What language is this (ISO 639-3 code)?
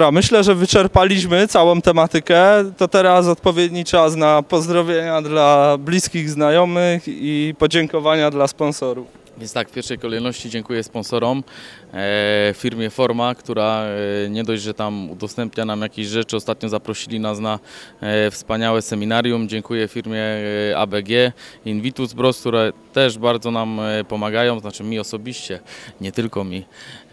pol